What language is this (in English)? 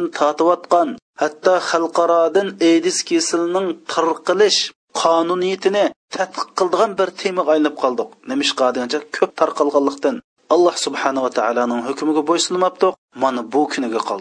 Uyghur